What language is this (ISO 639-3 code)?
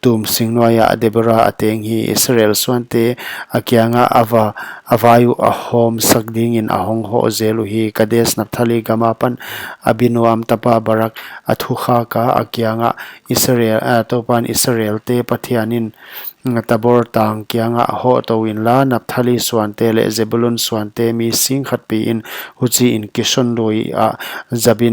pck